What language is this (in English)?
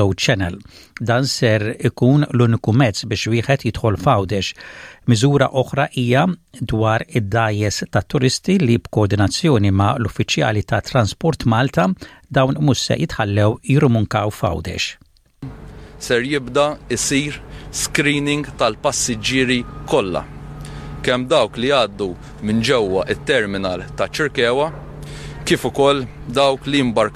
Maltese